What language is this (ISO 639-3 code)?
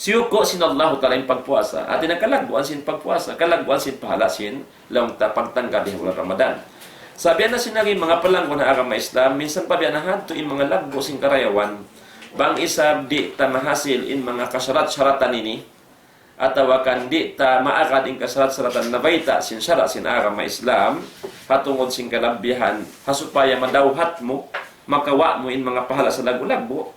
tsg